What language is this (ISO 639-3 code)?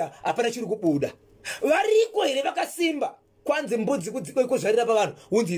sna